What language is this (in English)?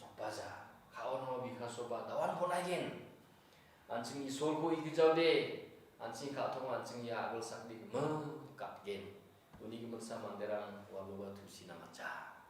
Garo